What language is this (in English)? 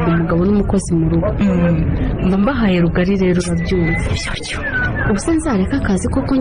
Kinyarwanda